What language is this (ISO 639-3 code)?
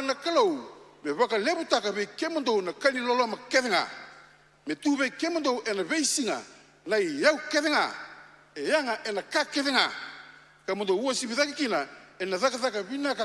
fij